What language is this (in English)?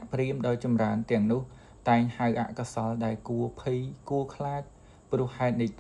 Khmer